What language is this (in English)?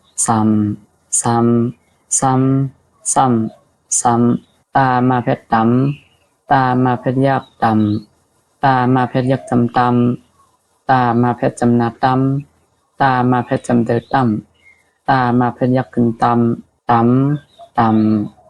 Shan